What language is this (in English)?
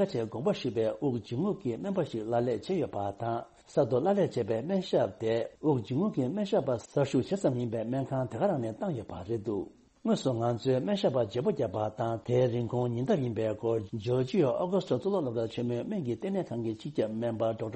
Tibetan